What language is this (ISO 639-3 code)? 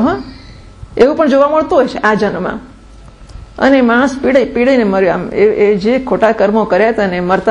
guj